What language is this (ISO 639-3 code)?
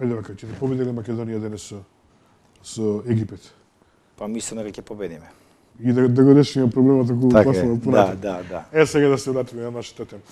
mkd